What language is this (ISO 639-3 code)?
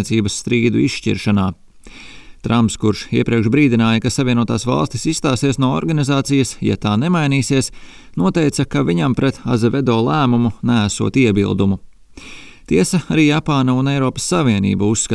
lav